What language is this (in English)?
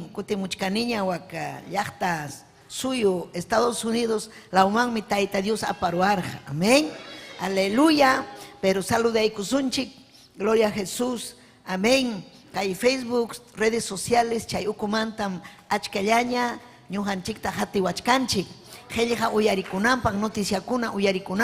Ayacucho Quechua